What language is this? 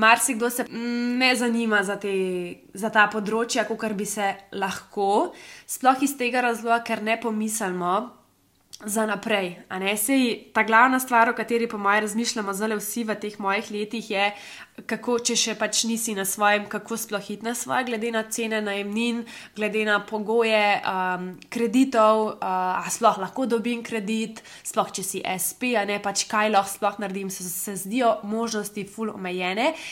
Slovenian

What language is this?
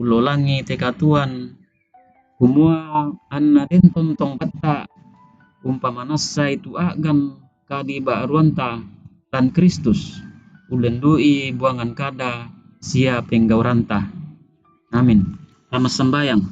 Toraja-Sa'dan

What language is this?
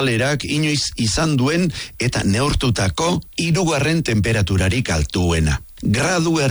Basque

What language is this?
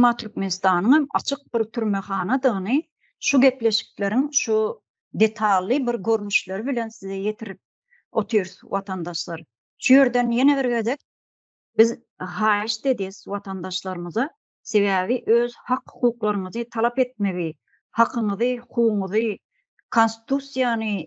Turkmen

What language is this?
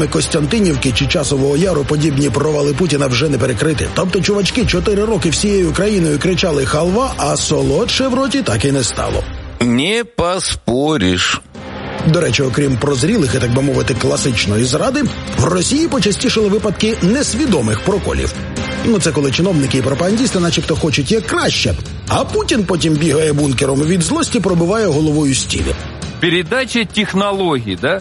Ukrainian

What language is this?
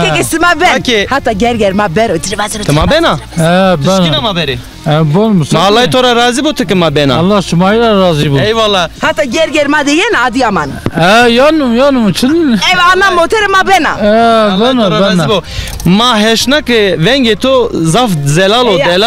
Zaza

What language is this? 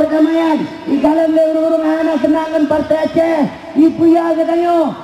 Achinese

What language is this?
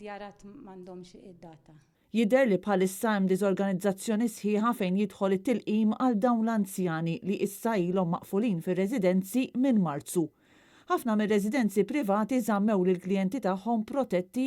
Maltese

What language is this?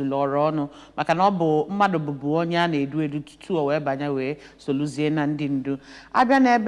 Igbo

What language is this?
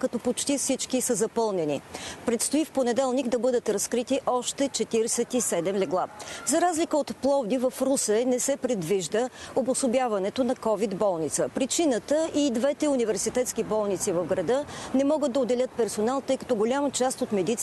Bulgarian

